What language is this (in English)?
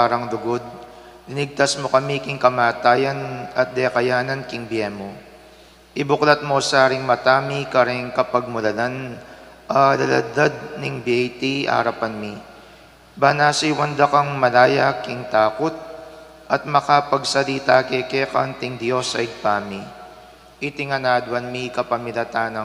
Pampanga